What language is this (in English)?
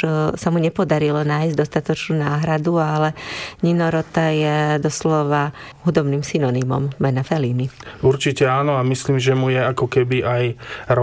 Slovak